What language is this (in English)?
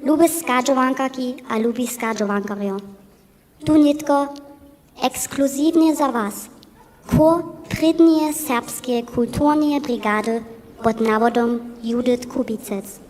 Upper Sorbian